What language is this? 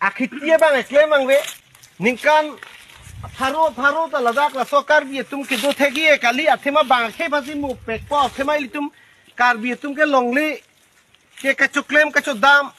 Karbi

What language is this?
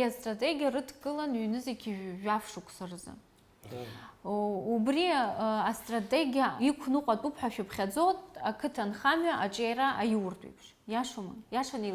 Abkhazian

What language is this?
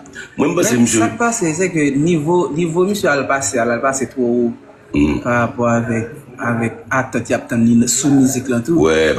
Haitian Creole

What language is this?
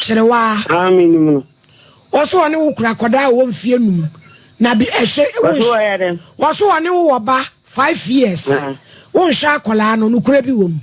Akan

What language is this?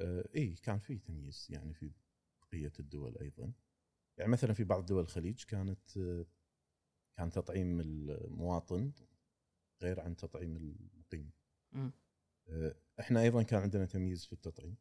Gulf Arabic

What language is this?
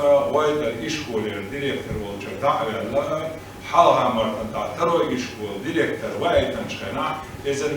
Chechen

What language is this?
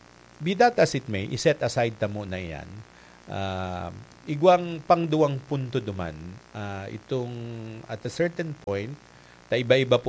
Bikol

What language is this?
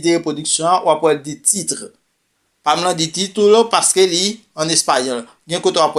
Haitian Creole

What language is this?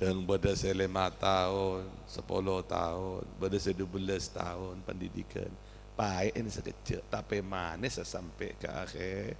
Madurese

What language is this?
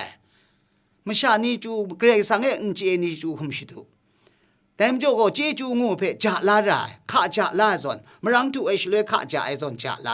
Kachin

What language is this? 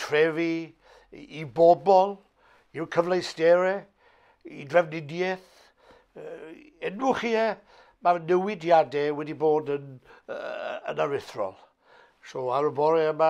Welsh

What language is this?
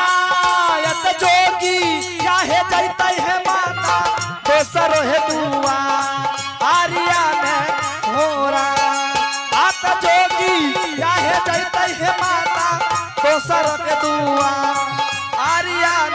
Angika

